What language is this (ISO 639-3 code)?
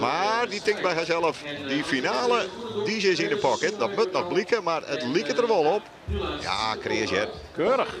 fry